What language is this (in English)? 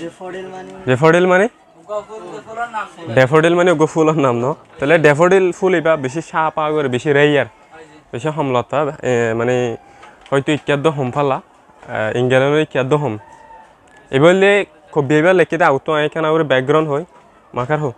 Rohingya